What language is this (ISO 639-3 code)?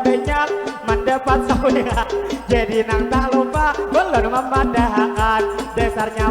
bjn